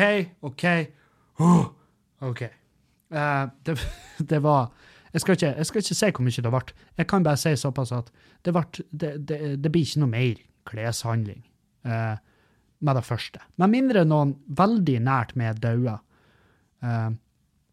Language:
Norwegian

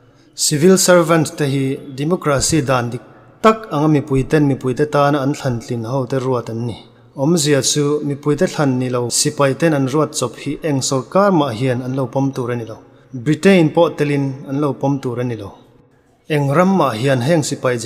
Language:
Mizo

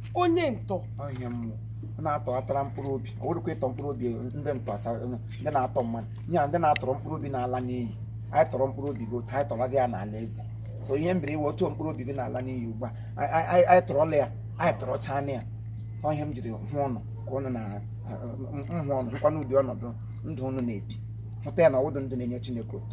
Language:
Igbo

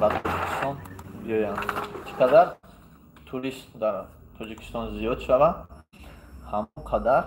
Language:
Tajik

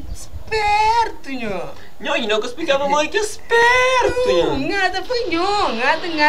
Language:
Kabuverdianu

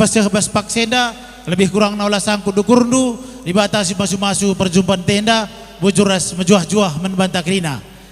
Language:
Batak Karo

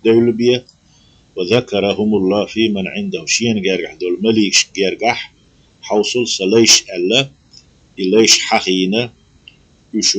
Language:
Chechen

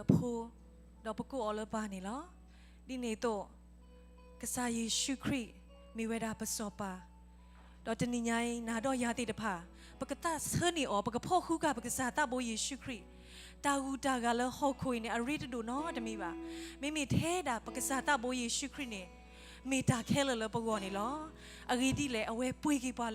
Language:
S'gaw Karen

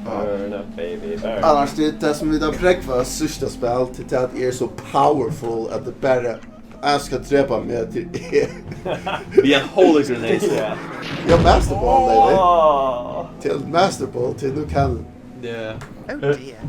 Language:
Faroese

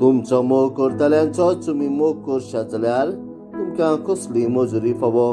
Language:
Konkani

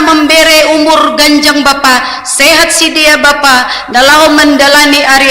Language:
Batak Simalungun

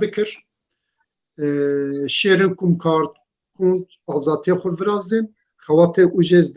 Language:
Zaza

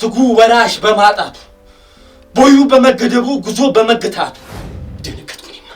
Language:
Amharic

